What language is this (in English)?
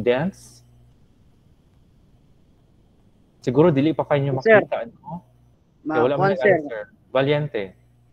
Cebuano